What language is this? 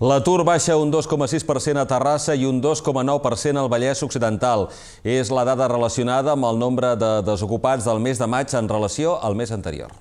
Catalan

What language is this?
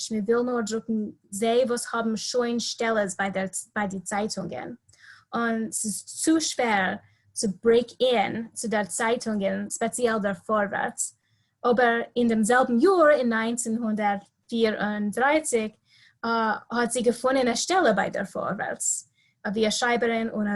Yiddish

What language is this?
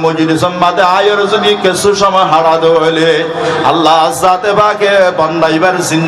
Rohingya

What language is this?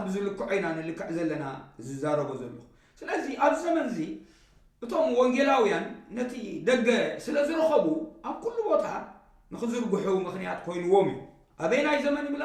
Tigrinya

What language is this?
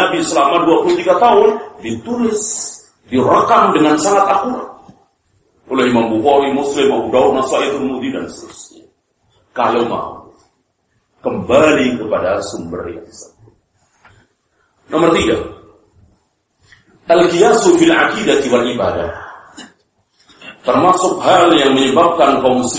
Indonesian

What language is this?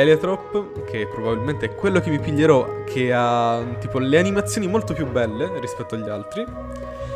Italian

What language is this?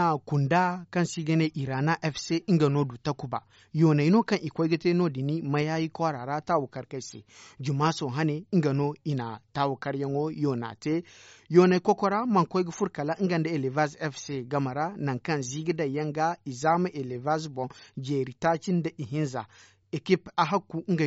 Zarma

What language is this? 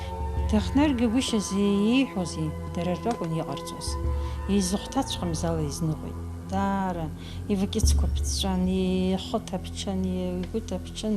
Abkhazian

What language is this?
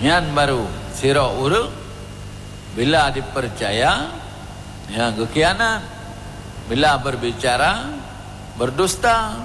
Achinese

